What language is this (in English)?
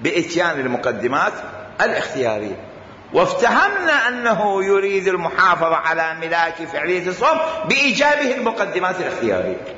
Mesopotamian Arabic